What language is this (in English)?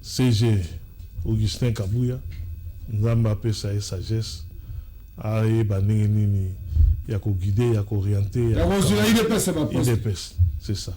Lingala